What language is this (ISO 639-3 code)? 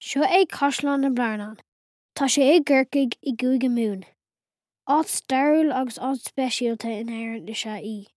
gle